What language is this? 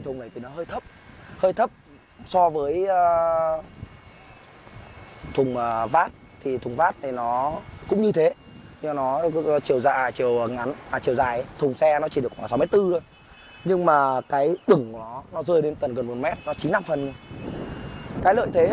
Vietnamese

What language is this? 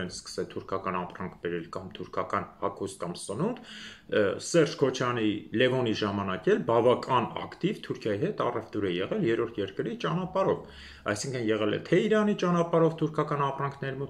Armenian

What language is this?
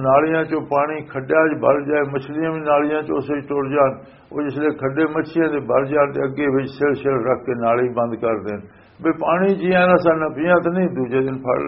Western Panjabi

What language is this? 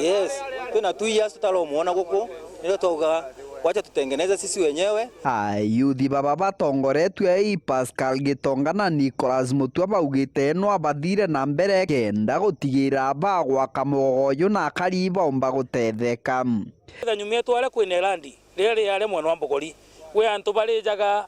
Meru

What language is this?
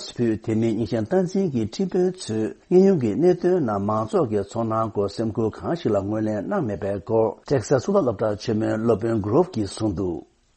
Tibetan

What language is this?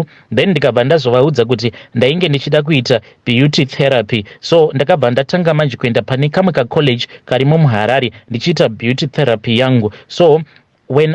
Shona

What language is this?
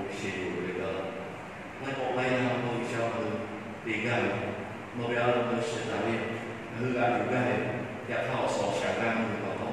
Lahu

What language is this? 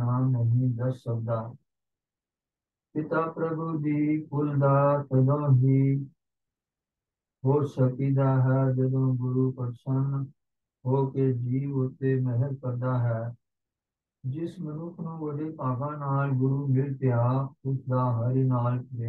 Punjabi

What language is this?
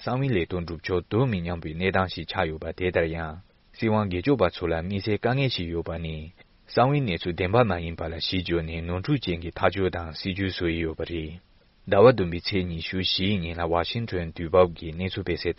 Tibetan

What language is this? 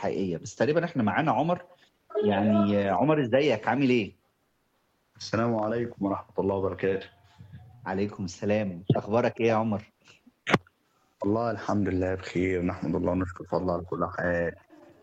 Egyptian Arabic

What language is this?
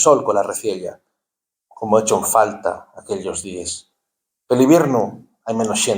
Asturian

